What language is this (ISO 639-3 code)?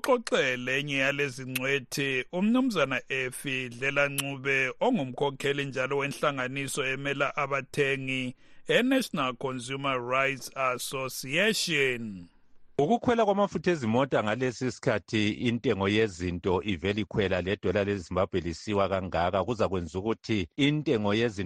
nde